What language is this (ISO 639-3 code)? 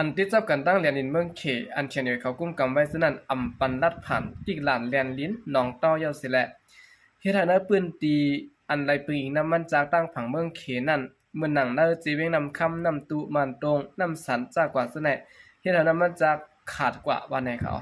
shn